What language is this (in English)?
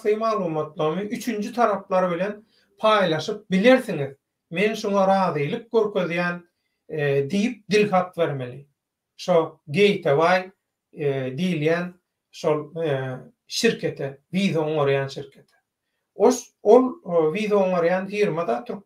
Turkmen